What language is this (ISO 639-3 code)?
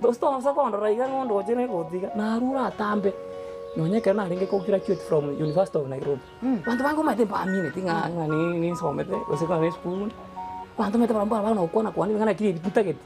guz